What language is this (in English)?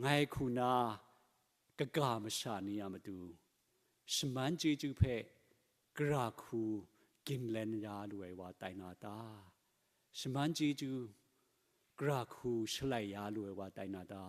Kachin